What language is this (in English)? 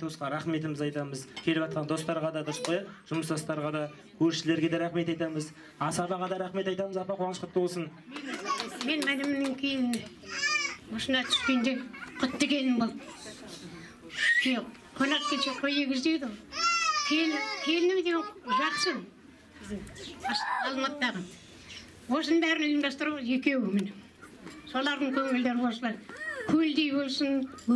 Kazakh